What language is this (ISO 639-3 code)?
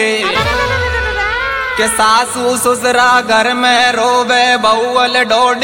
bho